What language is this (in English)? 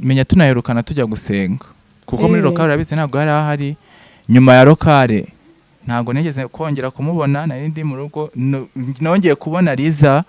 Kinyarwanda